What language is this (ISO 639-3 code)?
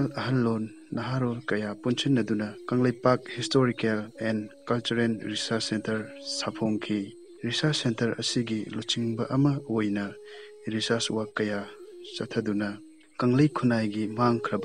mni